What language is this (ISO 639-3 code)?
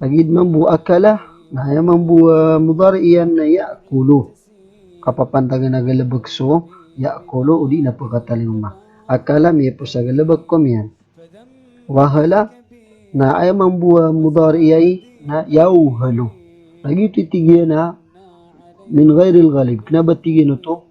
mrw